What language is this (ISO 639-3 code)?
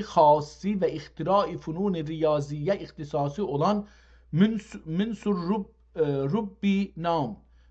azb